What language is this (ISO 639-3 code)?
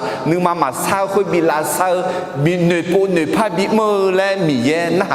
ahk